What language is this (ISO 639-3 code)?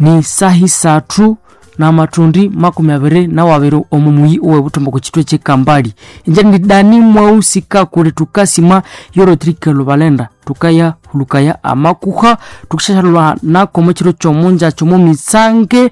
nnb